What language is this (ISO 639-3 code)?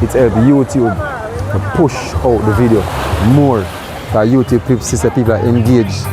jam